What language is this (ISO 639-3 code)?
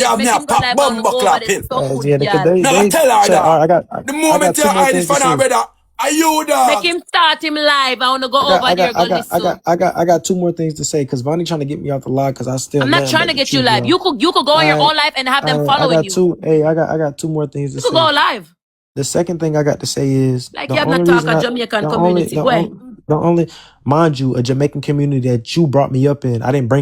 jam